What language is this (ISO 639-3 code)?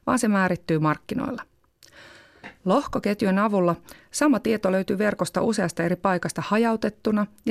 fin